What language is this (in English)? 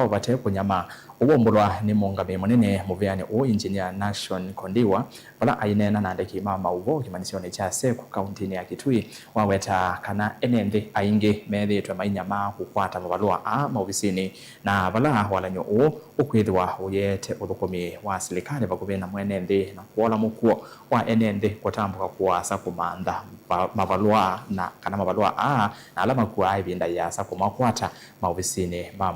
Kamba